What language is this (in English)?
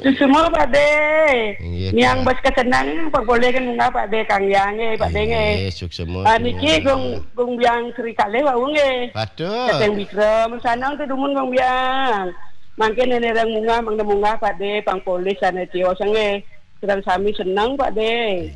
Balinese